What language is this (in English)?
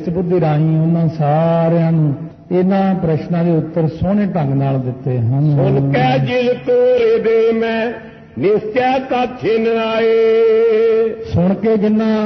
Punjabi